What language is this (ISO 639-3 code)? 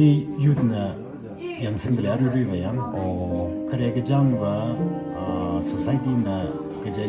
nmf